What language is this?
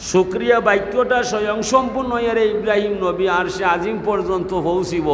Sylheti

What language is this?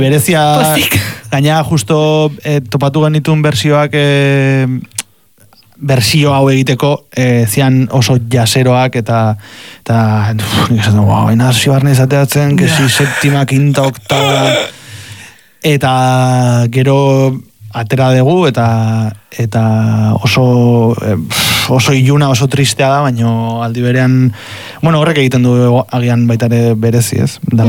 Basque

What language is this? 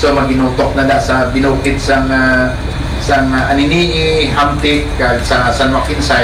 Hiligaynon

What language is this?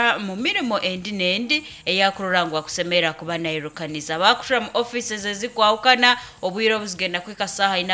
Nyoro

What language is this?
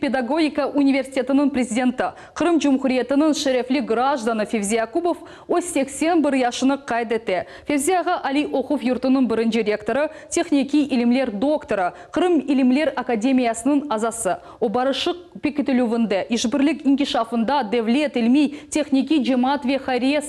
Crimean Tatar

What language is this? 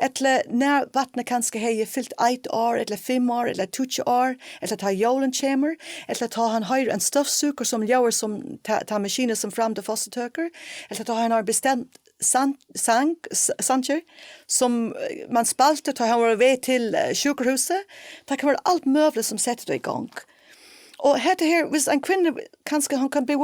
Faroese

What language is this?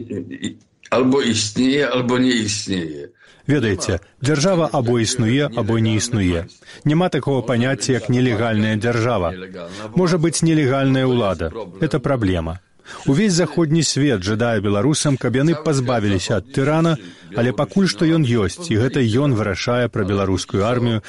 Belarusian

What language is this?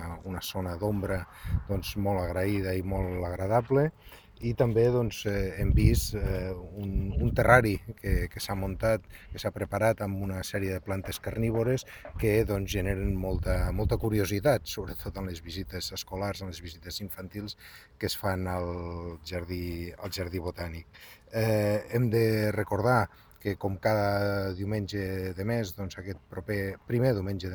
Catalan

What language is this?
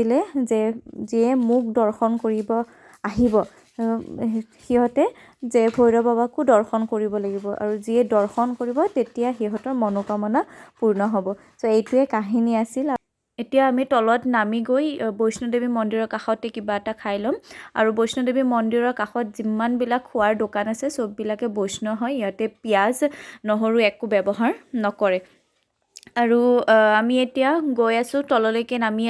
Assamese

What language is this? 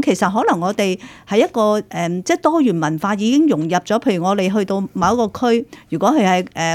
Cantonese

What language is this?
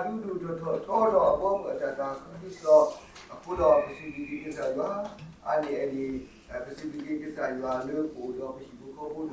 S'gaw Karen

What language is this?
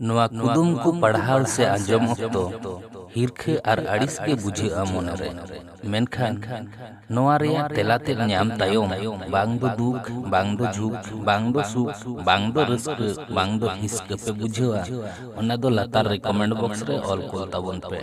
Santali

